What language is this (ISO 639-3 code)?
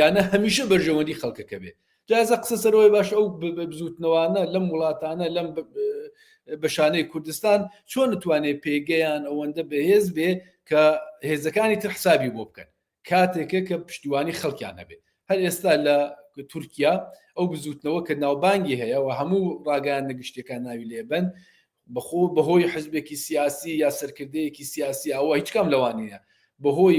ckb